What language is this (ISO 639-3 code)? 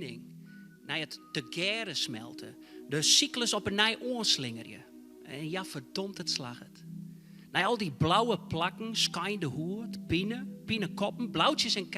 fry